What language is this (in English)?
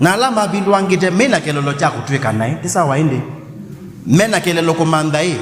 Kamba